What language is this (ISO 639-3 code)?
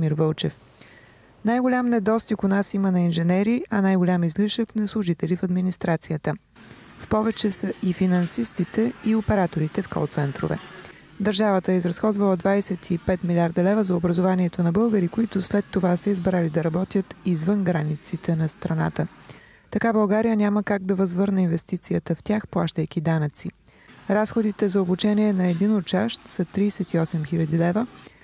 bul